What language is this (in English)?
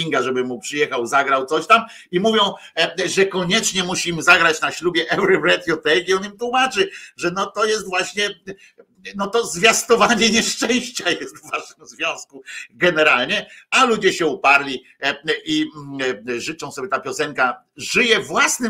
Polish